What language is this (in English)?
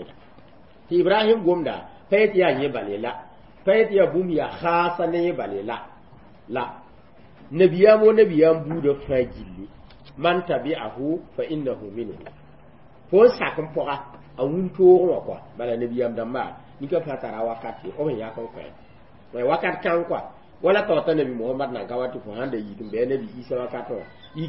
Mossi